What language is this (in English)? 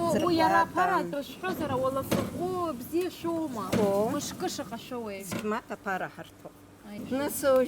Abkhazian